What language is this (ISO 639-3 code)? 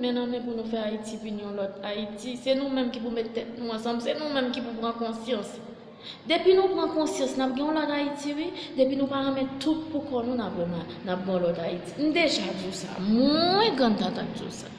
hat